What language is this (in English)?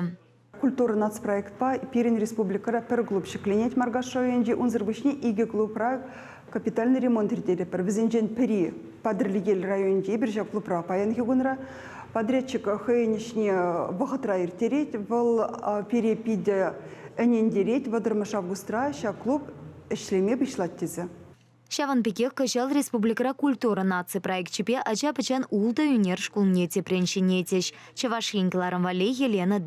Chuvash